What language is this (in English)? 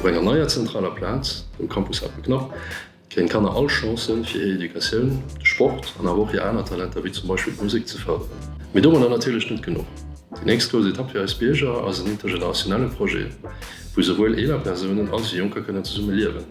Luxembourgish